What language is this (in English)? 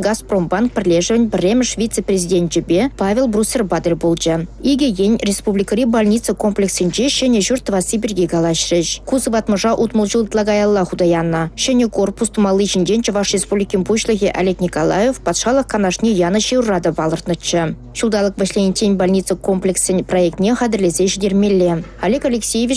Chuvash